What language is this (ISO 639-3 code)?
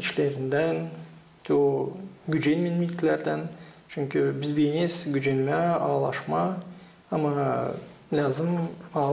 gag